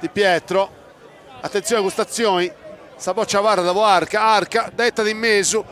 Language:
Sardinian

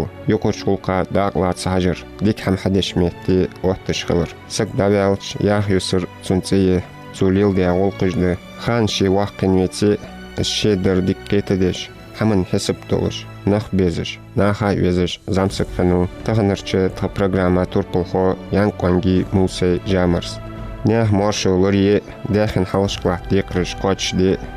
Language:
Ingush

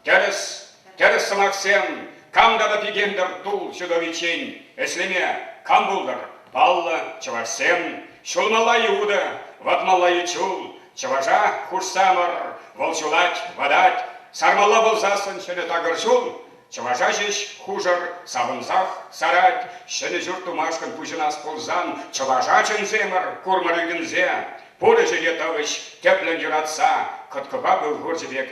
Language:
Chuvash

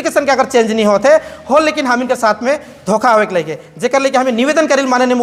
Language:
Sadri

